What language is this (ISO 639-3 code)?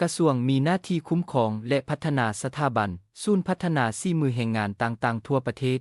lao